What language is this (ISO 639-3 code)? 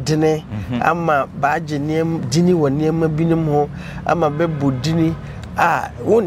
aka